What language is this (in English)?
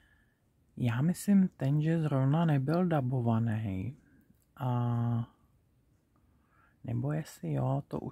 Czech